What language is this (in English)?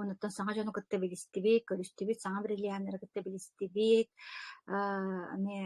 Yakut